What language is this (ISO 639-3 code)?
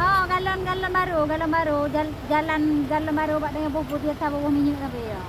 ace